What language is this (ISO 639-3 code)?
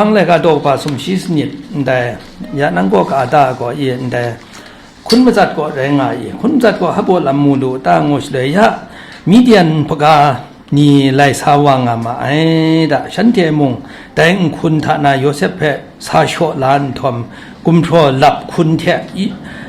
kac